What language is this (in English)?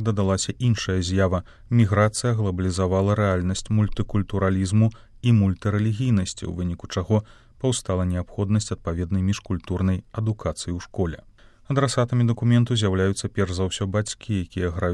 Belarusian